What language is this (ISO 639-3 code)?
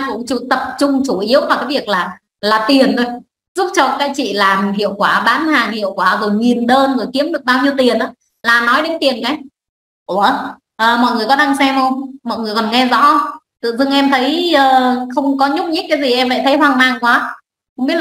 vie